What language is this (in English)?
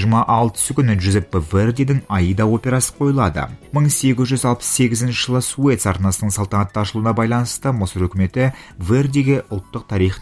Kazakh